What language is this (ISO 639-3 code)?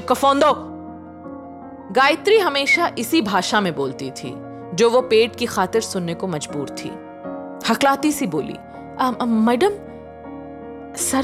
hin